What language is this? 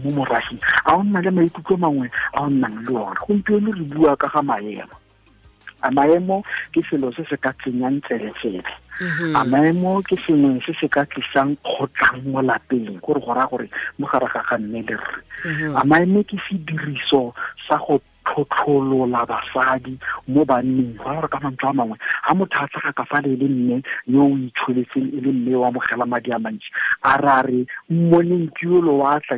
Tswana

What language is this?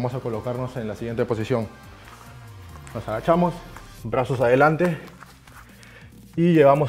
Spanish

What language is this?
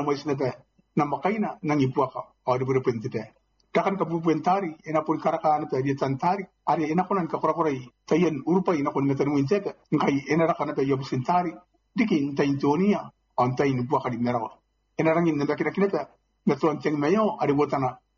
Gilbertese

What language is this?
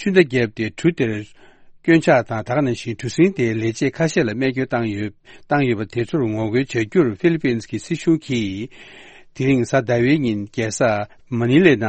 Tibetan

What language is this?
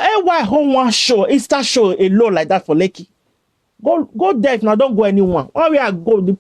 Nigerian Pidgin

